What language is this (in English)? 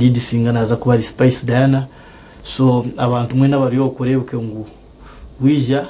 Nyankole